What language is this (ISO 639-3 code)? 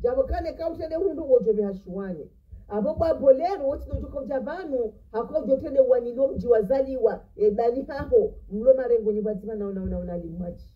zdj